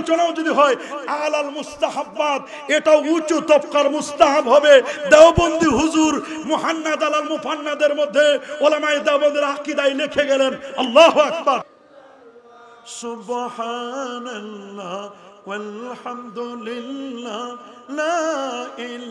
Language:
Bangla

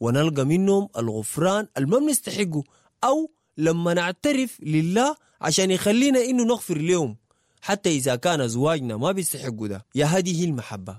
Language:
Sudanese Arabic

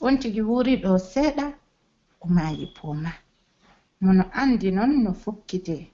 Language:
Pular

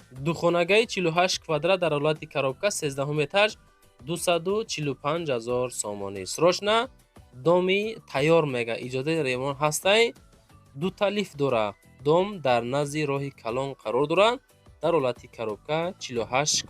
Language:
Tajik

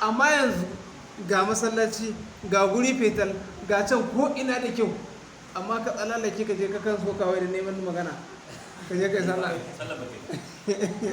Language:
Hausa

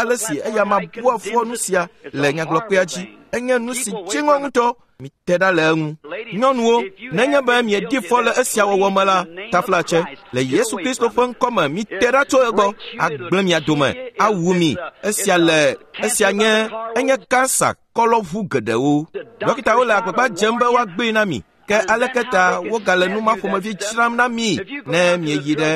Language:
Ewe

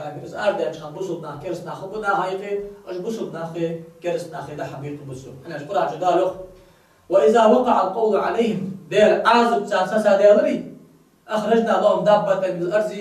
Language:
Ingush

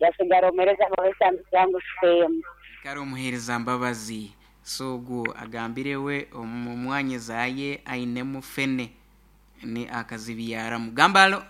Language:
Nyoro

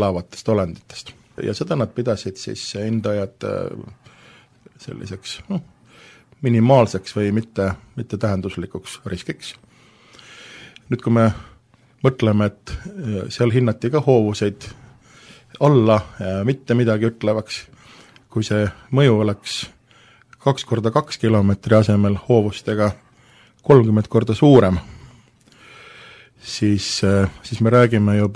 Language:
Estonian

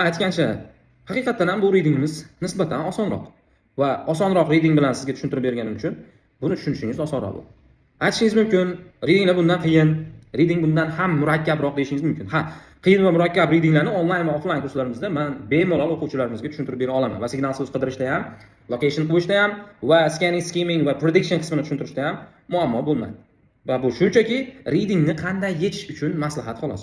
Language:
Uzbek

